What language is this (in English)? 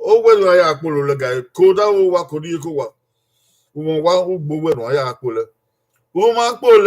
Bini